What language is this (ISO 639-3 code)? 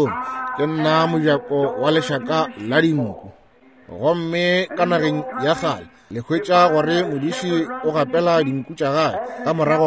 nso